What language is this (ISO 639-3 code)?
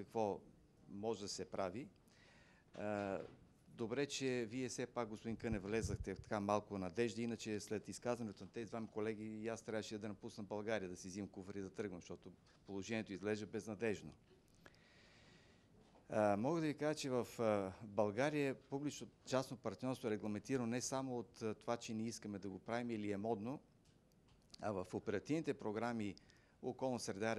bul